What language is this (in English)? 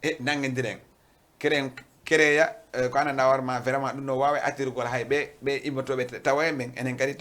Fula